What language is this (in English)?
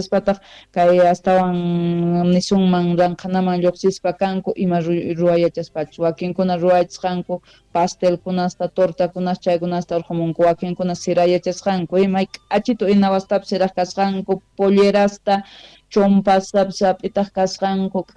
Quechua